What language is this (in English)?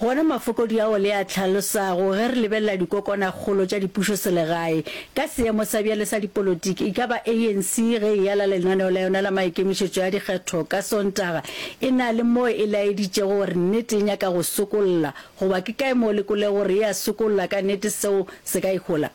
Northern Sotho